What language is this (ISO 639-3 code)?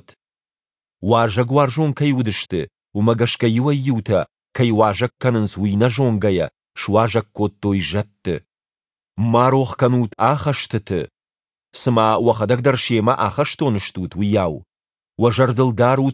oss